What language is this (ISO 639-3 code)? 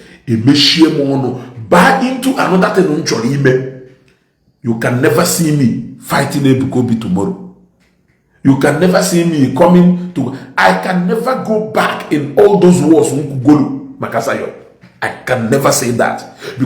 ibo